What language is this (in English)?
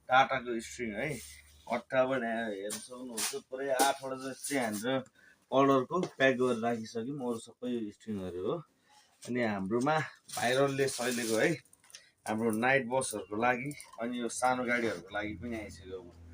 Nepali